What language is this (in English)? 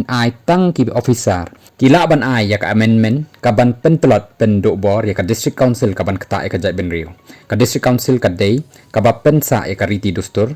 Khasi